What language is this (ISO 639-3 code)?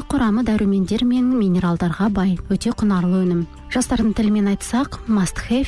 kaz